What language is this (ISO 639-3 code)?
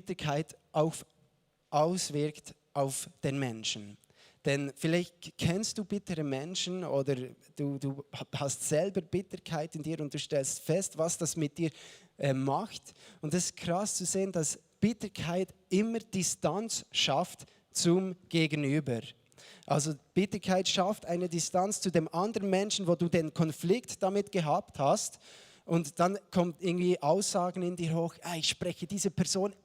gsw